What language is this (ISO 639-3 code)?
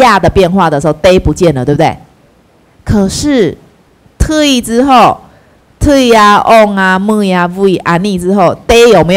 zho